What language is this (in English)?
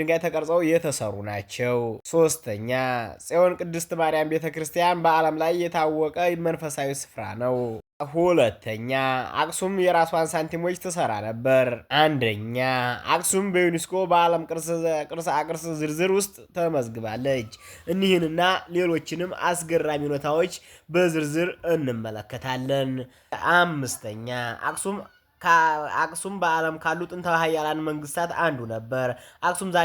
Amharic